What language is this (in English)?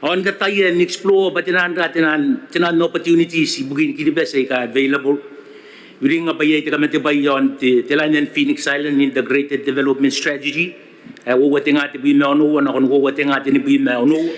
Gilbertese